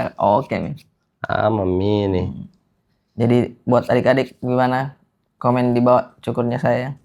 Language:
Makassar Malay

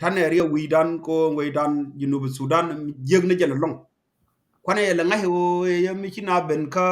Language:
Nuer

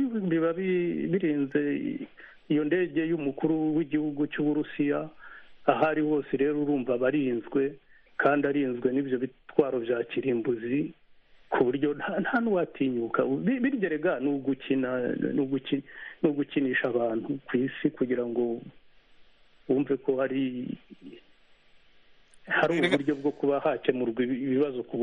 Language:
Kinyarwanda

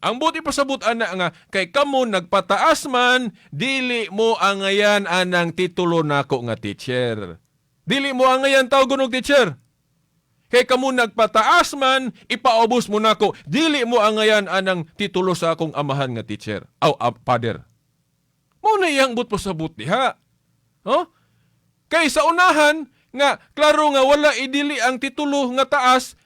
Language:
Cebuano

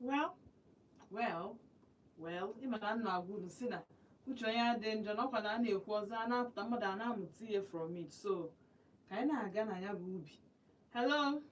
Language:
Igbo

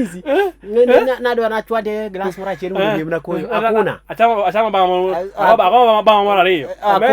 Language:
Luo (Kenya and Tanzania)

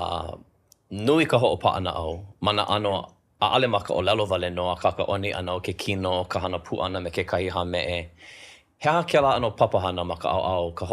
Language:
Hawaiian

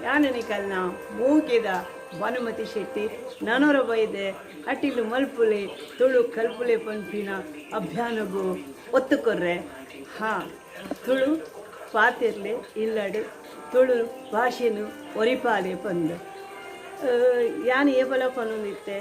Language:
Tulu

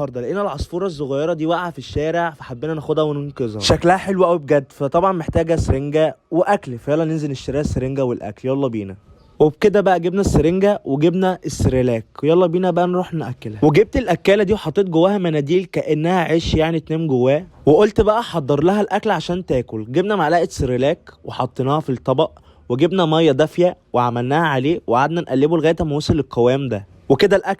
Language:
Egyptian Arabic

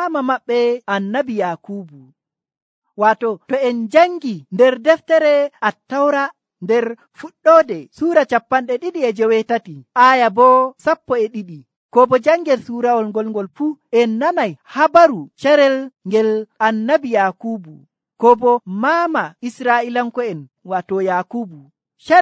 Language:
Nigerian Fulfulde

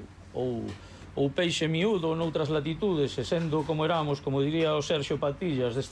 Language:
Galician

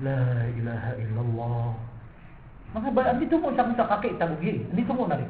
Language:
Maranao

